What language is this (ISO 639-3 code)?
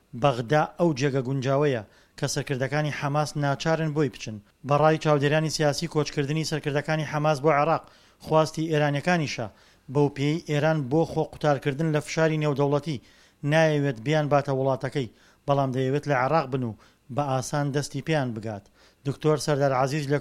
ckb